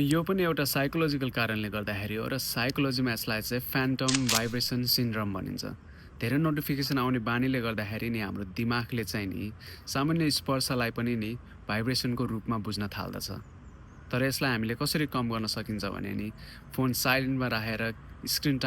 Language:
Nepali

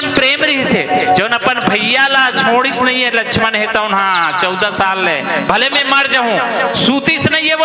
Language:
Chhattisgarhi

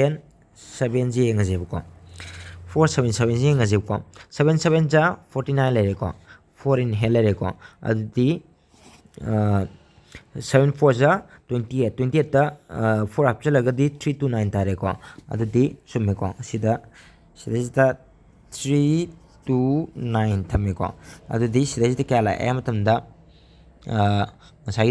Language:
Manipuri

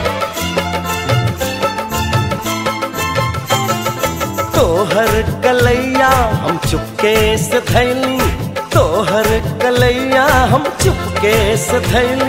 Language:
Bhojpuri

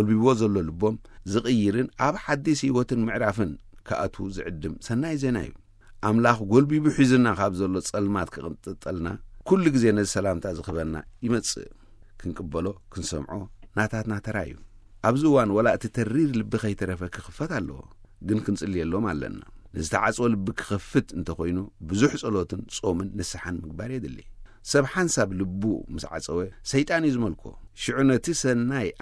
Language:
Tigrinya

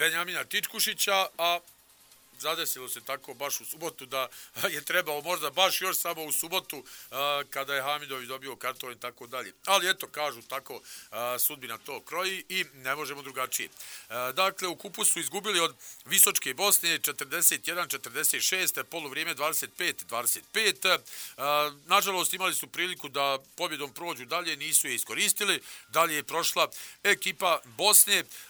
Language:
Bosnian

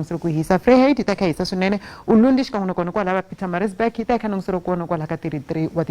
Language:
Tsonga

